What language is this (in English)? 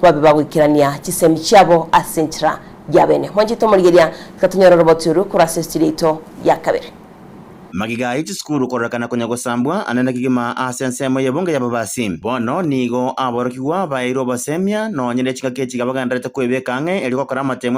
Gusii